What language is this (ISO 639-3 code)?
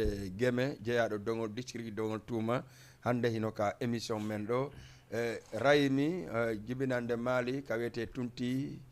ful